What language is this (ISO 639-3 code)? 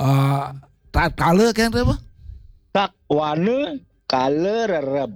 ban